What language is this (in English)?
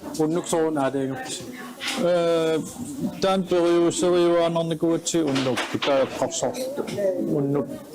Kalaallisut